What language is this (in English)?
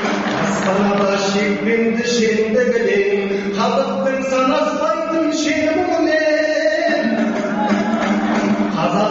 Kazakh